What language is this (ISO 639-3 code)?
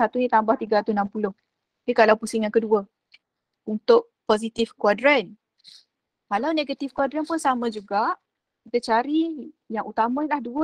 msa